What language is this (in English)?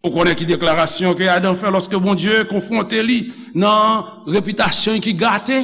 Haitian Creole